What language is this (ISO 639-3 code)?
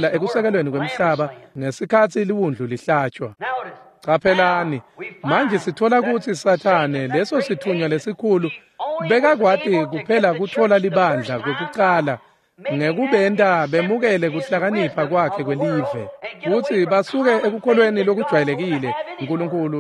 ssw